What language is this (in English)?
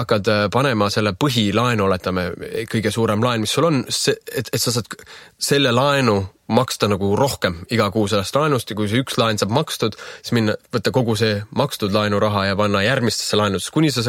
Estonian